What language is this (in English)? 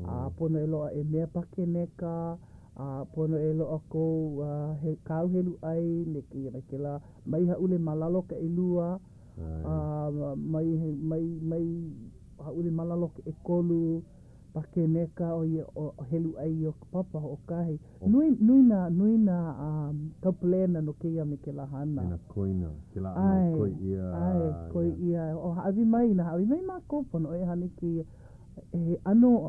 Hawaiian